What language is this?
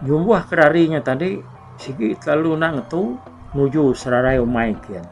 Iban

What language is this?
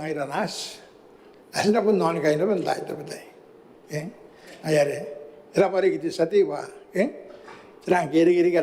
Gilbertese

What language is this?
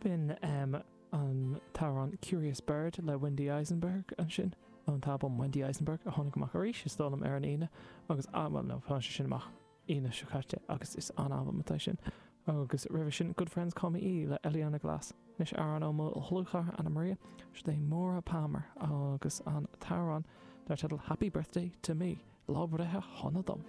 Irish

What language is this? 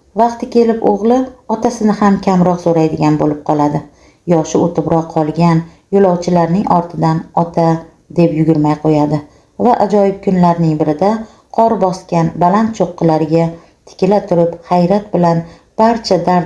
Uzbek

